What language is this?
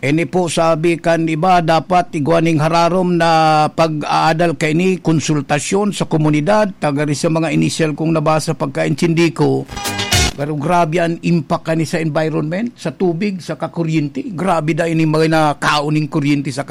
Bikol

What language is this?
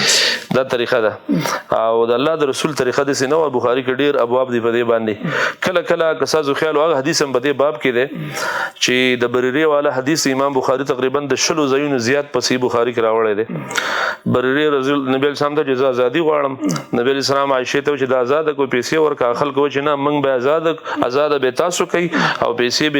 Pashto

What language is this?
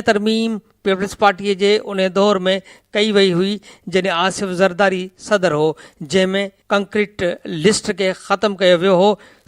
Sindhi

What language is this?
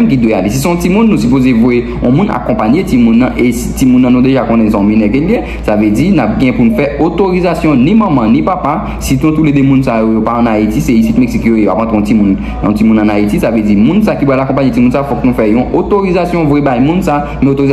Haitian Creole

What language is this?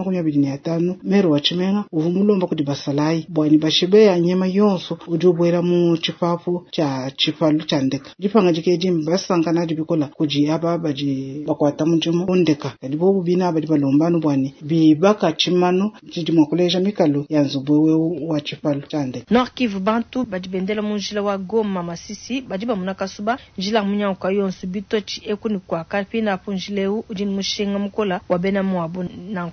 Luba-Lulua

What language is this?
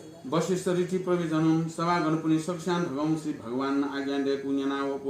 Newari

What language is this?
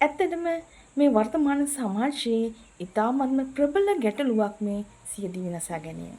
Sinhala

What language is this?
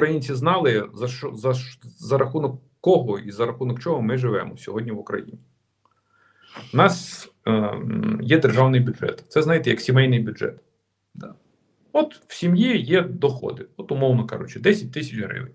Ukrainian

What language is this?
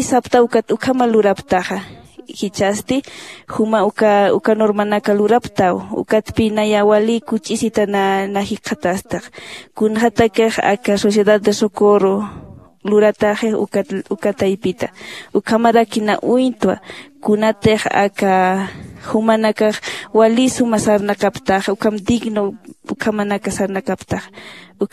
Aymara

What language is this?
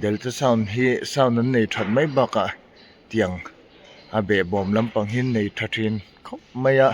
Mizo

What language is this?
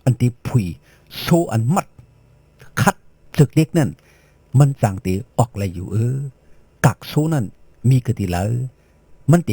Shan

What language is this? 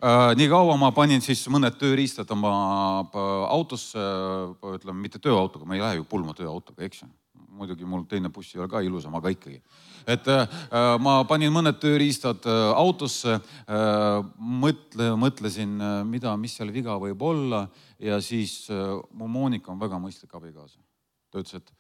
Estonian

